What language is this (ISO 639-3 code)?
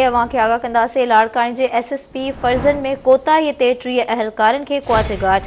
snd